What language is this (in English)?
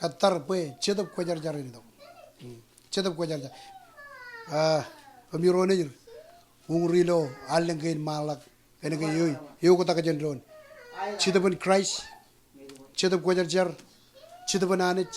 Marshallese